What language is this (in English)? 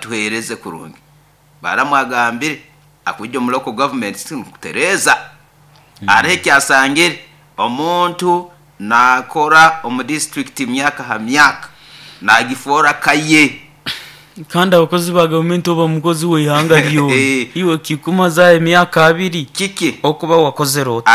Nyoro